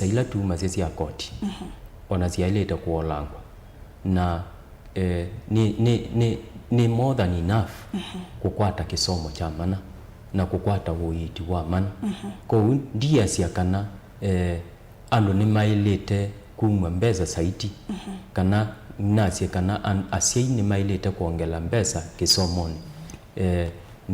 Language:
Kamba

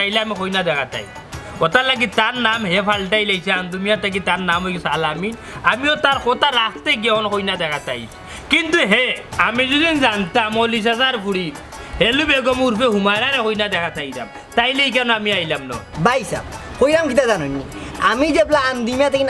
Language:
Sylheti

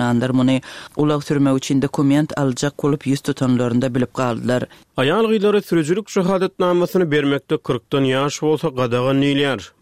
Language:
Turkmen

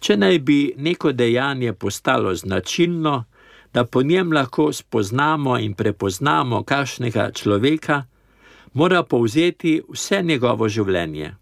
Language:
Slovenian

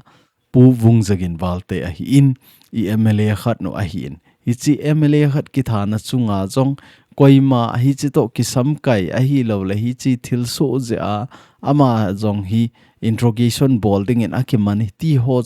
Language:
Thado Chin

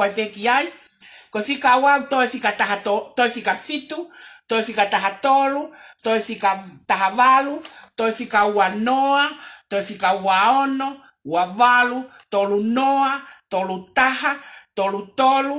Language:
Tongan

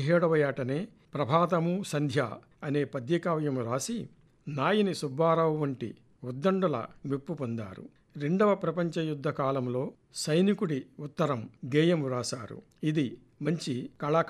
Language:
Telugu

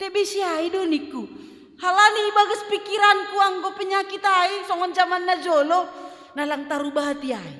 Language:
Batak Simalungun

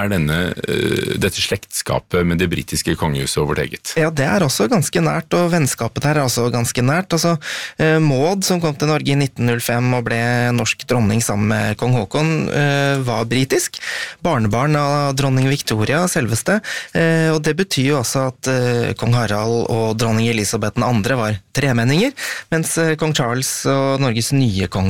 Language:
Norwegian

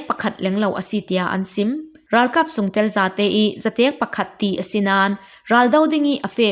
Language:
Falam Chin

